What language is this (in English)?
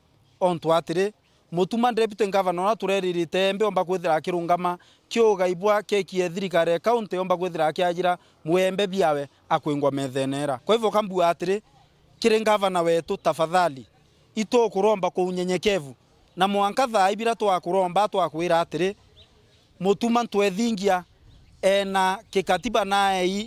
Meru